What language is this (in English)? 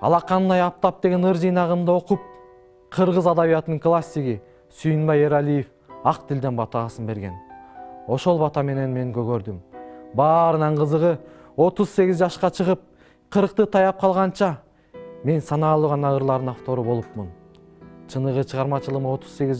Kyrgyz